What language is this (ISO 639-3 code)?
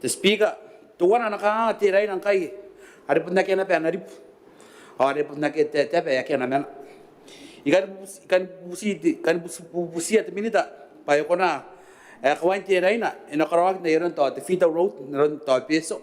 gil